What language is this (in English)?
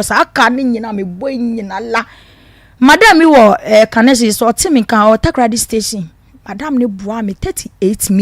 Akan